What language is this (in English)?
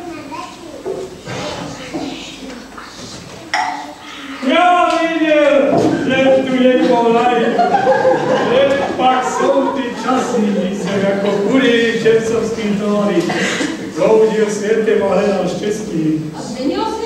Czech